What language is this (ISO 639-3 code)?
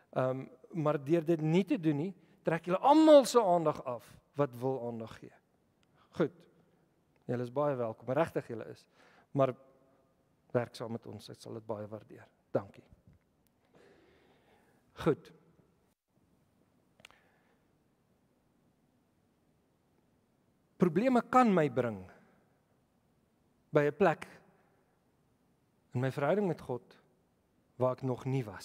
afr